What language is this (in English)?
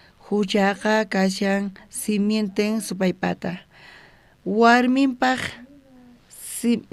South Bolivian Quechua